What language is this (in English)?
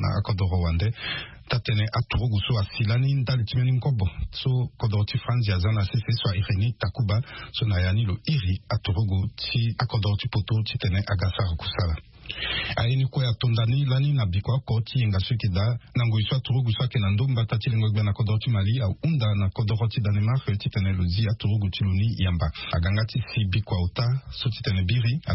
Sango